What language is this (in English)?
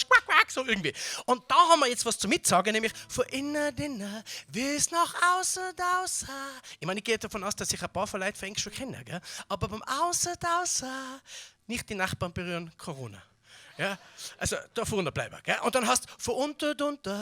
Bavarian